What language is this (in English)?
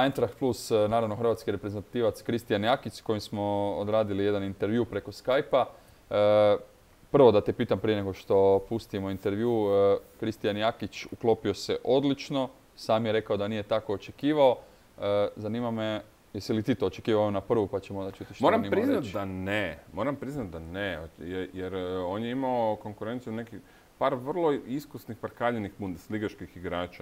Croatian